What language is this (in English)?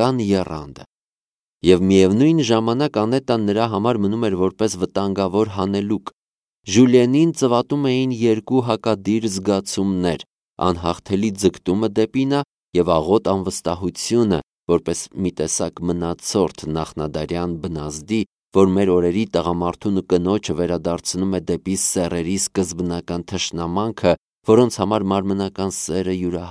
Armenian